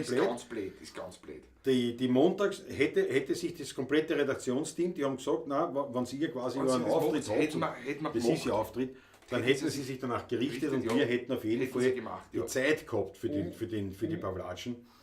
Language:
Bavarian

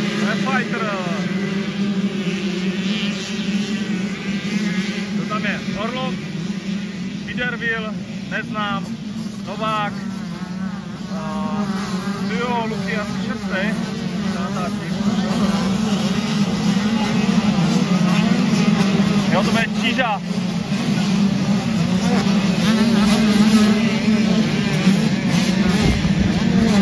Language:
Czech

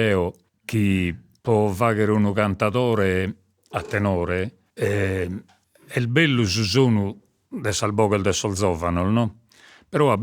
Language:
Sardinian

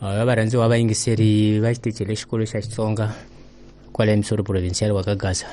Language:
Tsonga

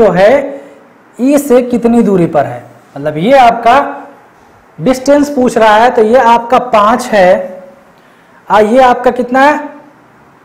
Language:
Hindi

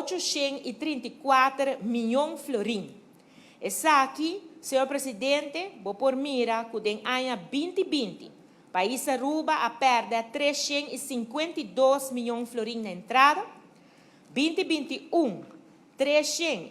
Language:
Papiamento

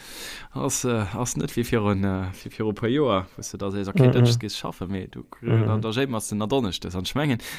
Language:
Luxembourgish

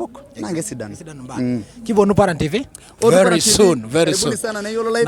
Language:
Masai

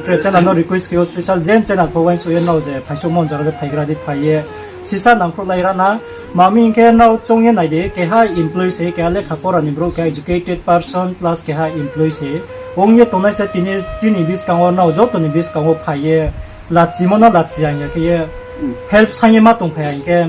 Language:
Riang (India)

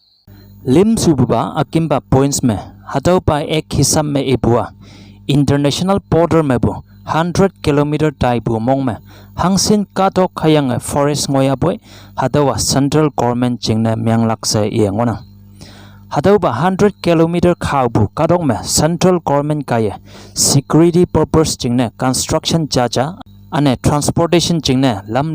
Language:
Konyak Naga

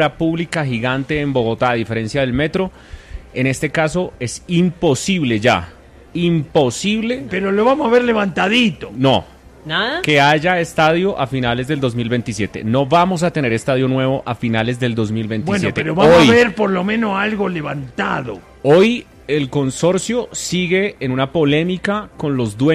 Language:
Spanish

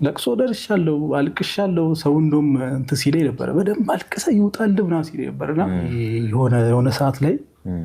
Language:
Amharic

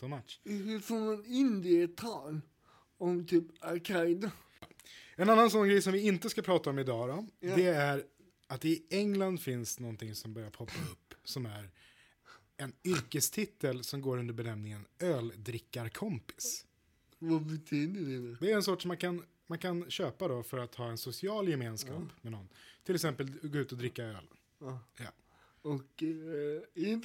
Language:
Swedish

